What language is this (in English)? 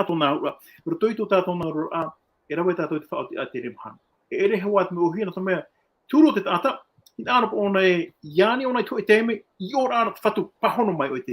Tahitian